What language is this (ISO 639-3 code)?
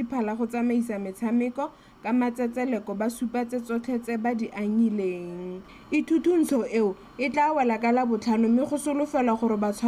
tsn